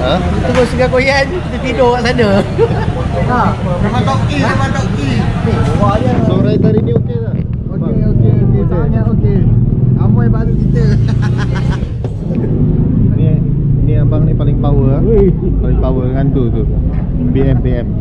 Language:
Malay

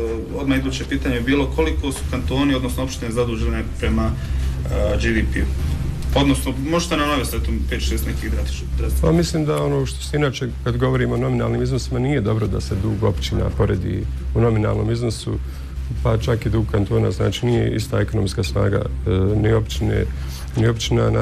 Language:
Bosnian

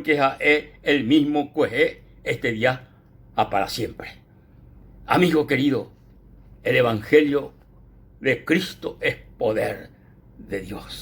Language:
Guarani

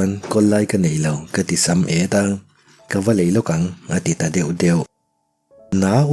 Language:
Mizo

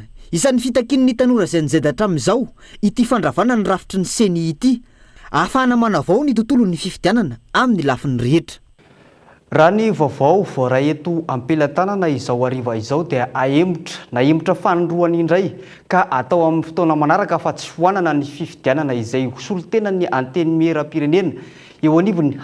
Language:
Malagasy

